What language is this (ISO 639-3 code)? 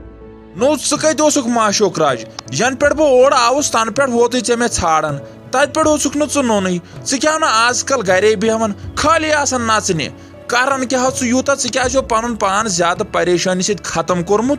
kas